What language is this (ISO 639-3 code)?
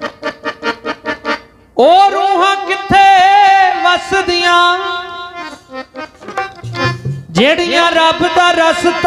pan